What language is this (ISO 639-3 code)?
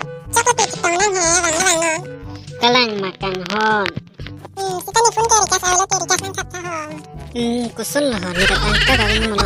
mjw